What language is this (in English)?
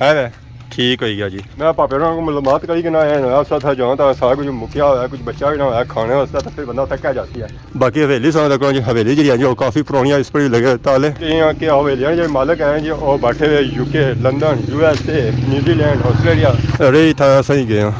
Pahari-Potwari